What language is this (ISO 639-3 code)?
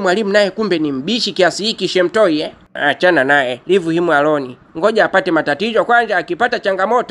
swa